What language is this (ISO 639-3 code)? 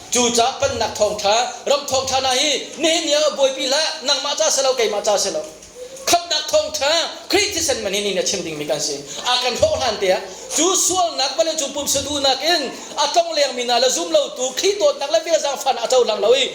cnh